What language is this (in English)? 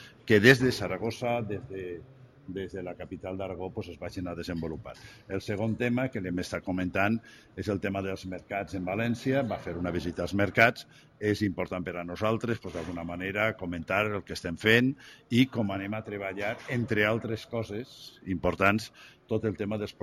Catalan